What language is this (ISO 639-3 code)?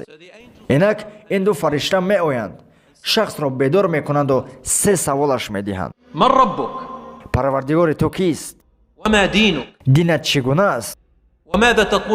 tgk